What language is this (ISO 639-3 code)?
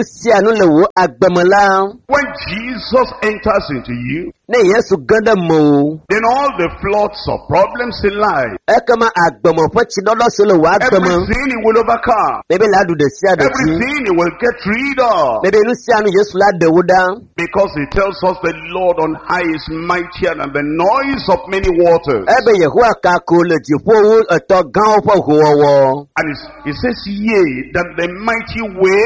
ewe